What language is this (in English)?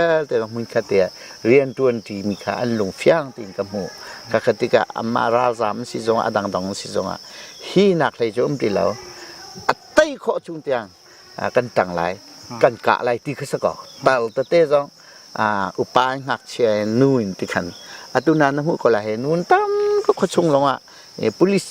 Hakha Chin